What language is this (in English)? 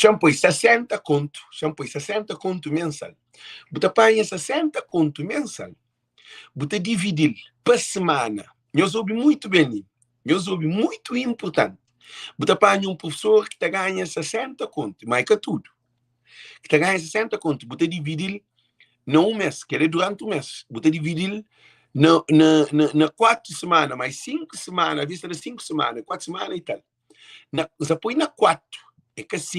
Kabuverdianu